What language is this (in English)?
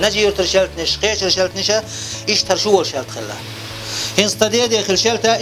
Chechen